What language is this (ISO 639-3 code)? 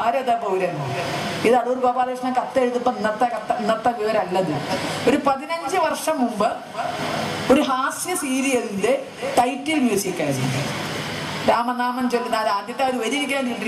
mal